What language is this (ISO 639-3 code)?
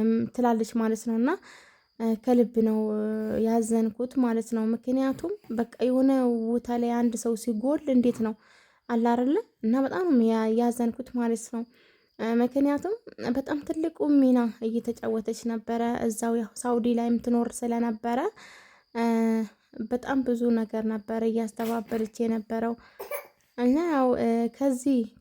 amh